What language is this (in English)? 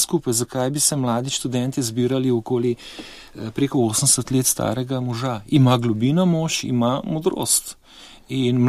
Slovenian